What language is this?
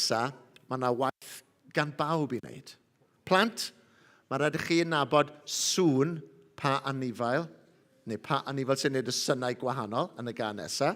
Welsh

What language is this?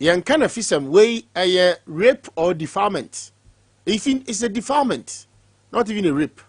Akan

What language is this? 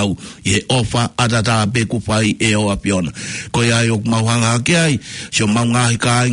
Tongan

